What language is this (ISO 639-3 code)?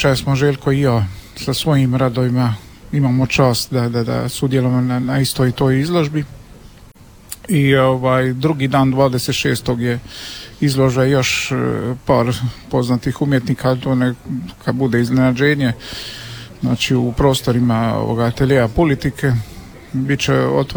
hrv